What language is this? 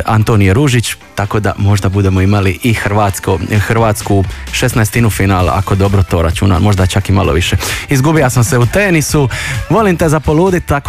Croatian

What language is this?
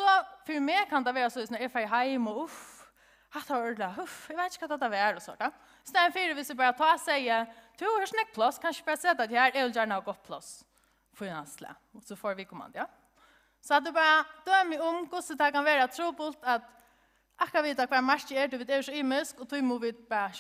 Faroese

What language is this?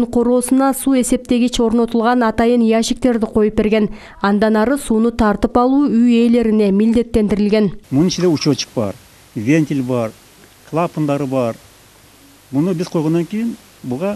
Kyrgyz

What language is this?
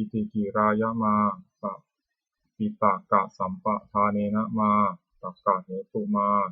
Pali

